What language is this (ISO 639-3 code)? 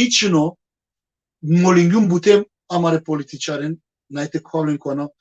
rmn